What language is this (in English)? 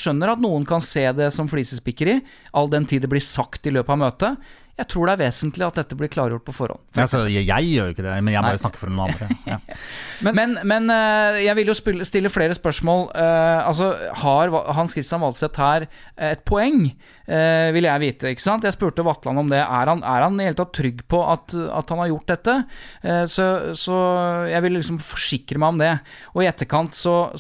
Norwegian